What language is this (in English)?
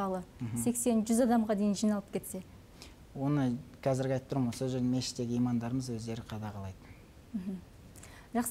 Kazakh